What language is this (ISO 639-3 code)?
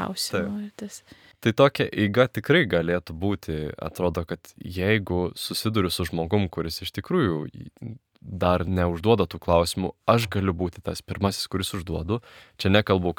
lit